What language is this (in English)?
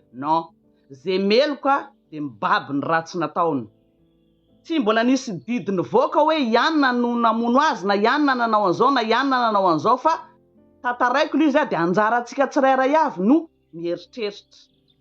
Malagasy